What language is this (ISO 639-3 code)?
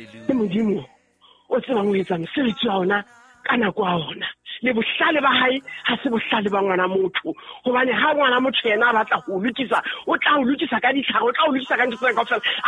sot